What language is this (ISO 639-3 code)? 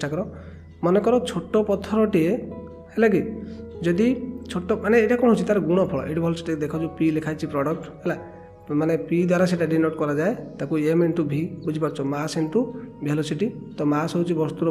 ori